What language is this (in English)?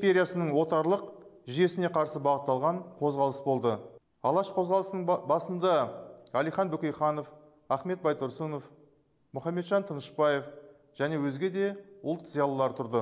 Kazakh